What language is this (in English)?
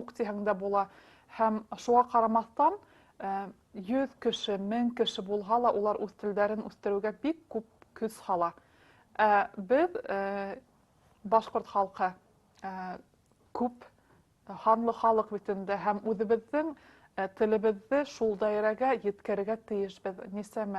Bashkir